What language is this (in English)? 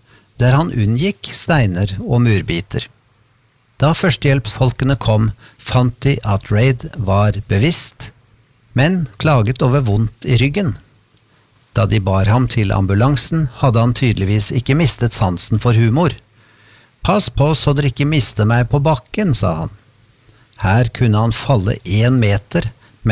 Norwegian